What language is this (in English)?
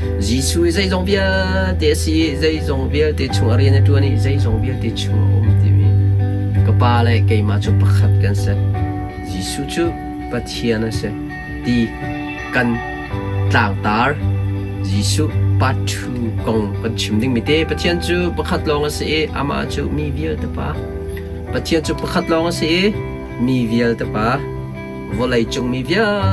Hakha Chin